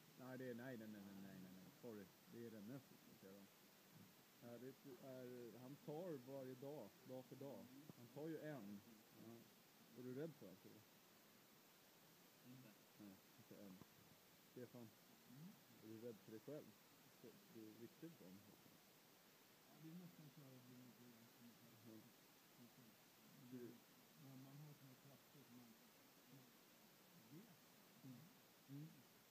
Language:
Swedish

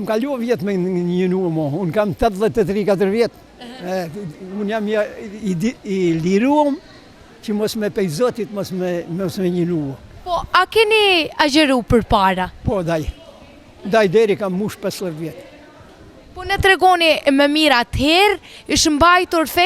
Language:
Albanian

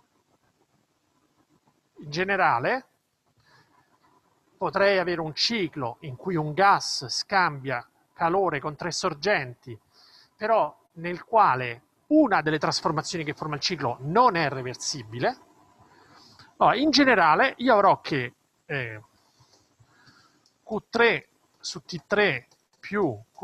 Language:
Italian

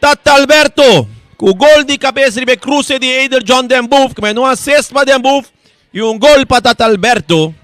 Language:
Papiamento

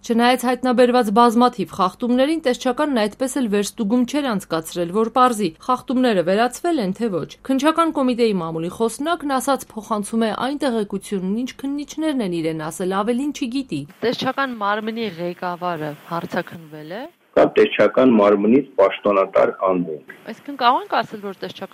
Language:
Armenian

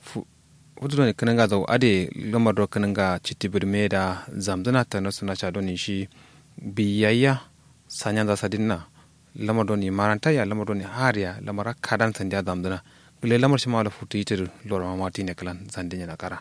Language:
Kanuri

